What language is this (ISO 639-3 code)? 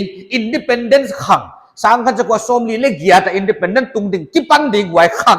pck